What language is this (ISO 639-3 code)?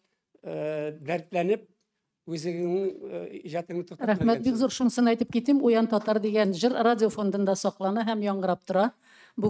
tat